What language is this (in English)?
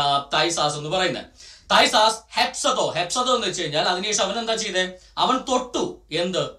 Malayalam